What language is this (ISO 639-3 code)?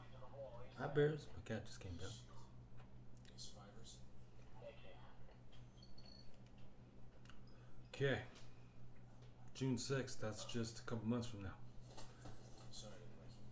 eng